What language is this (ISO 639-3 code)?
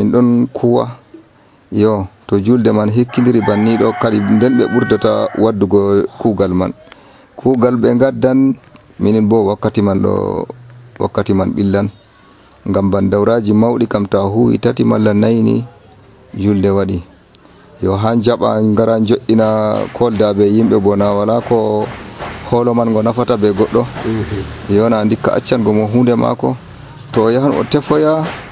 fuv